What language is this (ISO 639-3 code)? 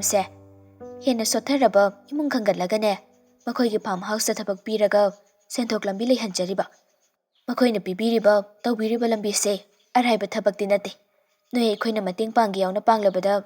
mni